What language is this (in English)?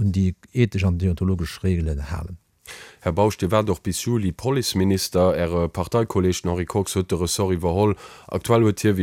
Luxembourgish